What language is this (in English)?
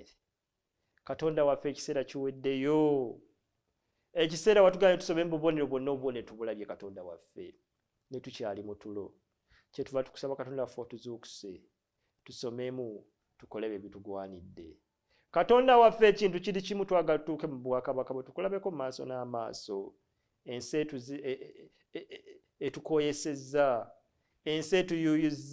Ganda